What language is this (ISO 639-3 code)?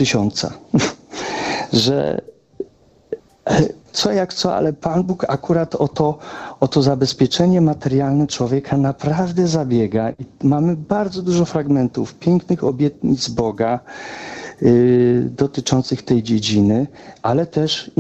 pol